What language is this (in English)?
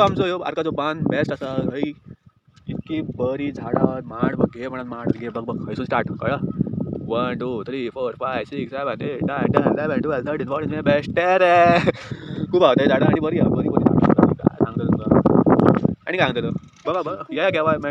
Konkani